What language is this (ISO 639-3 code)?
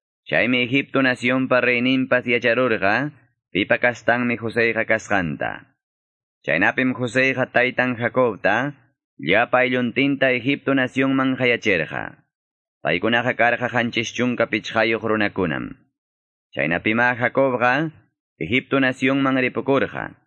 que